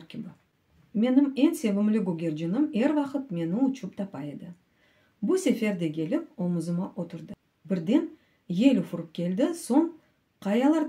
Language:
Crimean Tatar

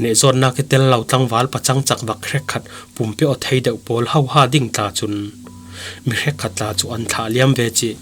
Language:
Falam Chin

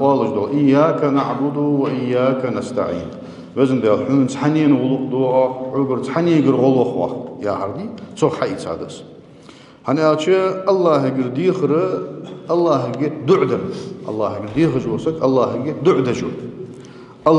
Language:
Ingush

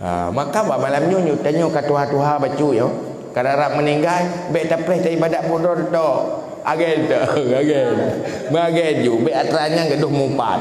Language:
Achinese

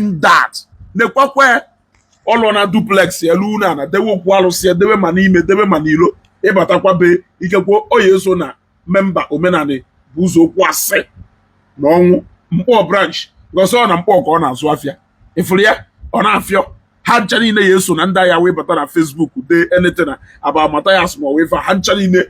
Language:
Igbo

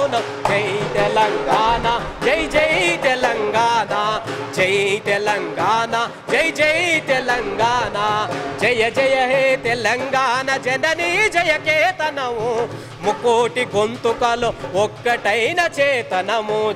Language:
Telugu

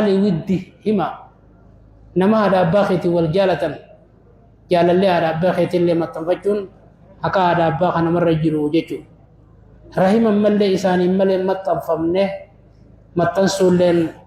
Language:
Oromo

